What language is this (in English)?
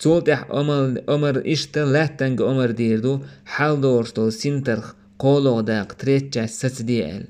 Chechen